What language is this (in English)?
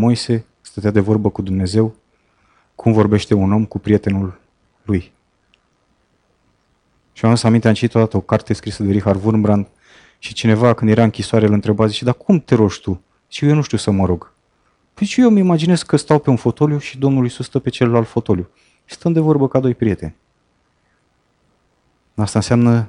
Romanian